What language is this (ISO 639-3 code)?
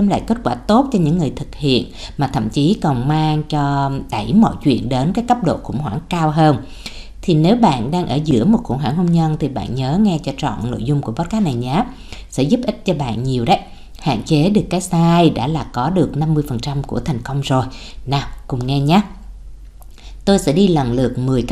vie